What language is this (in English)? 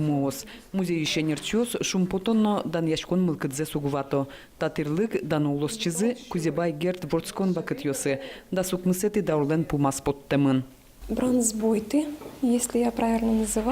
Udmurt